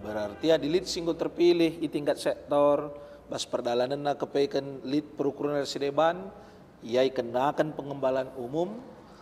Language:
Batak Karo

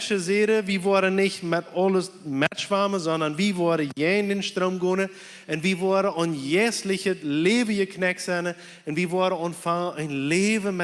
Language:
Plautdietsch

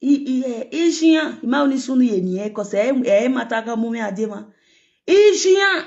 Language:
Nigerian Pidgin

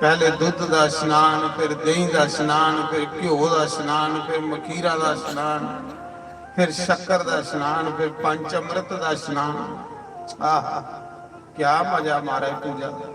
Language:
Dogri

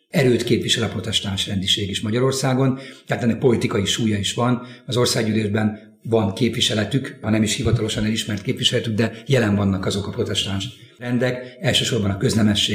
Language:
Hungarian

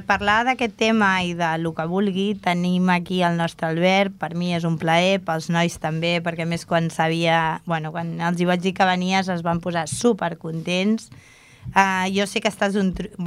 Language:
Catalan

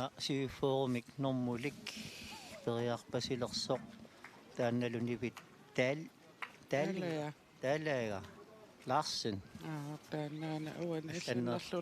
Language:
Kalaallisut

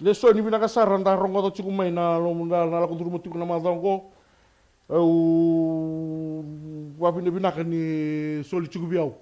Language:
Fijian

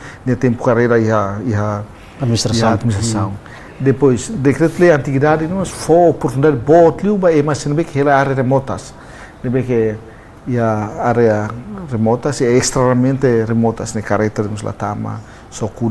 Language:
Tetum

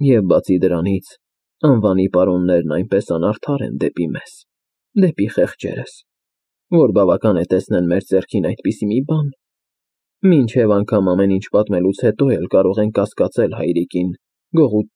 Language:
Armenian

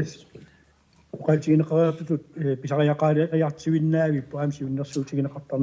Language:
Kalaallisut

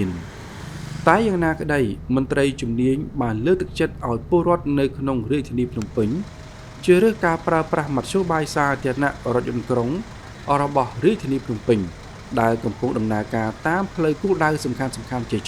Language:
Khmer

